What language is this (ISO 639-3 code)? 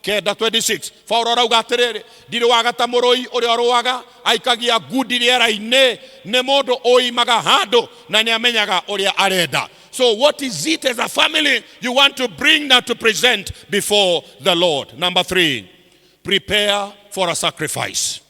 kik